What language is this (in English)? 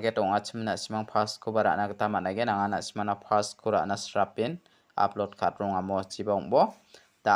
Garo